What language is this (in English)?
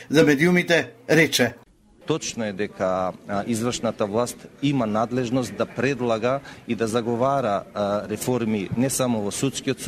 Macedonian